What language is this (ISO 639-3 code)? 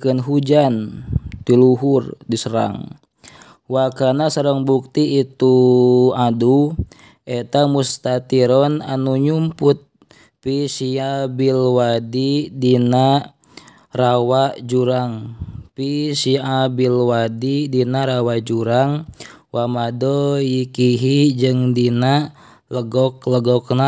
sun